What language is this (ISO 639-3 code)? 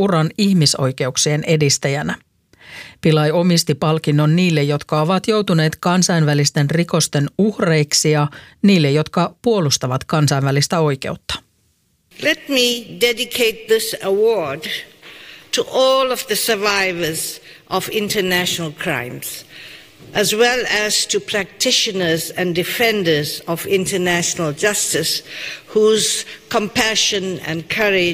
fin